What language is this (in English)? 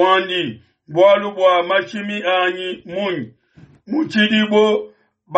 Luba-Lulua